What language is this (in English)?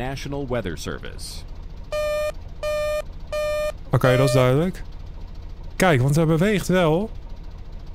Dutch